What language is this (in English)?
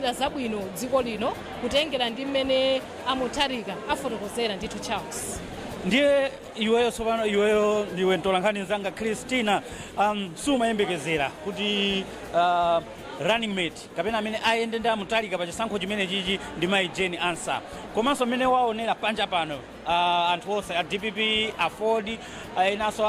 Nyanja